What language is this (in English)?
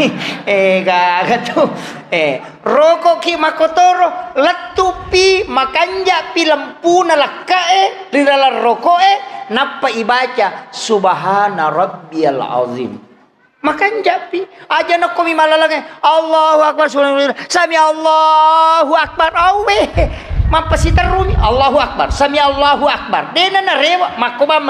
Buginese